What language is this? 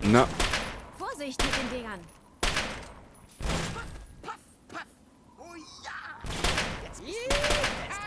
Bavarian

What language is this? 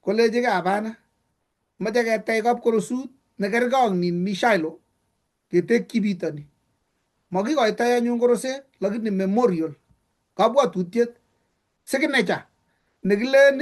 Kalenjin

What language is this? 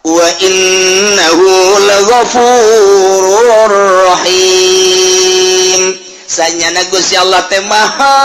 Sundanese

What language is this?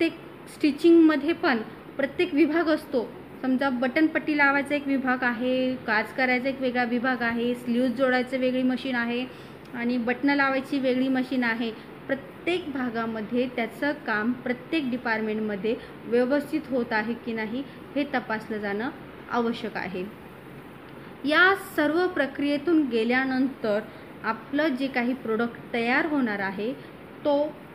Marathi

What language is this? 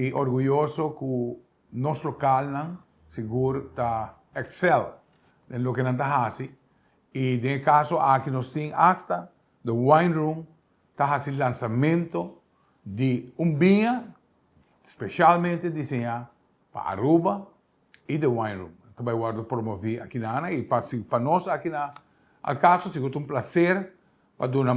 Papiamento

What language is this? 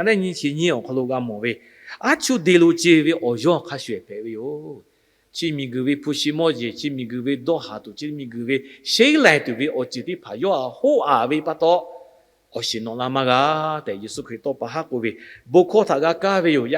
Lahu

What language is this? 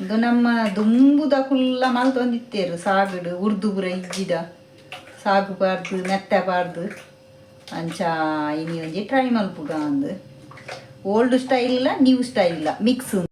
Tulu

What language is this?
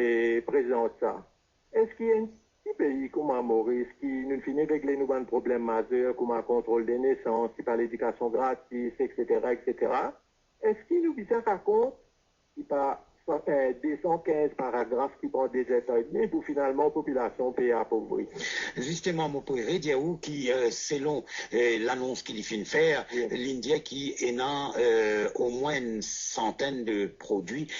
Morisyen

